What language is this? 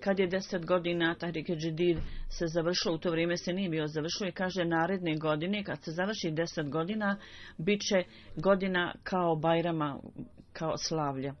Bosnian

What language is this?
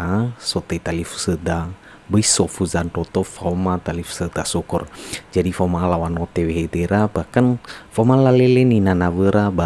Nias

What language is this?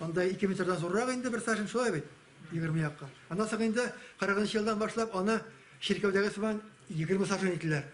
Tatar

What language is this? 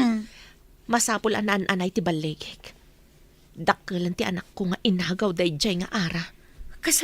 Iloko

